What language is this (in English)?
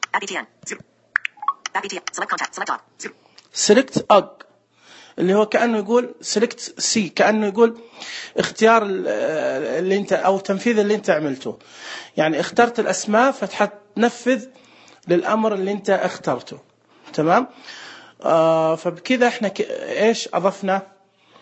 Najdi Arabic